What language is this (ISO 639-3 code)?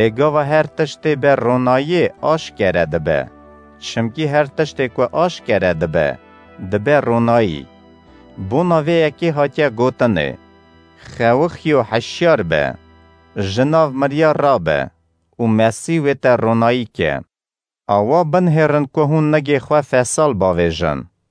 kur